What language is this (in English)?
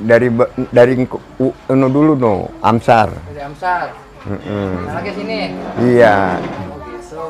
Betawi